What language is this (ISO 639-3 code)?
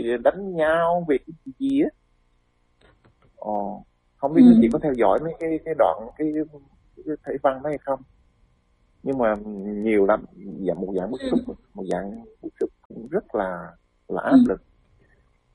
vie